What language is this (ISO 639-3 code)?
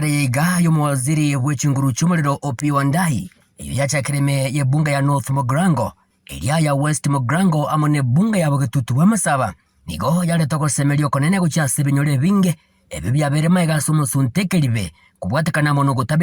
guz